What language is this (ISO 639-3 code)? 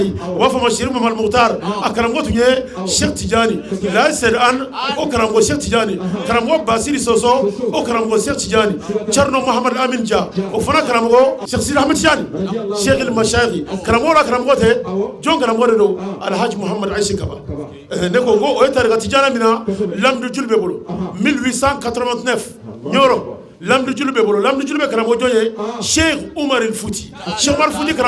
bam